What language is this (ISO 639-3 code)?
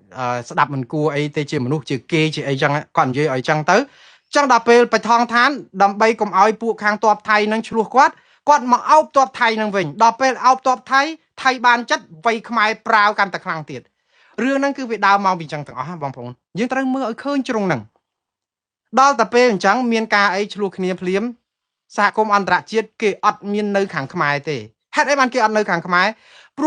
khm